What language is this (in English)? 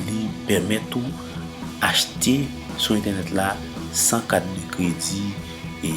Haitian Creole